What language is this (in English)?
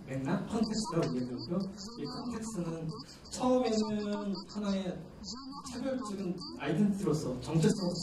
Korean